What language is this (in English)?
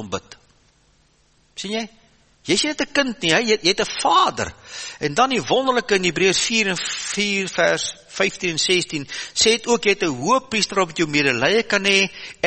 Afrikaans